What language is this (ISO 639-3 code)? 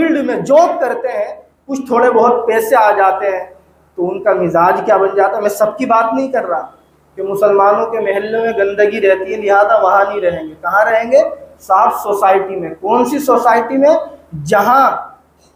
hin